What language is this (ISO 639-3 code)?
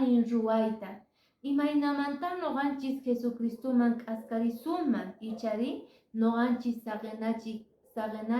que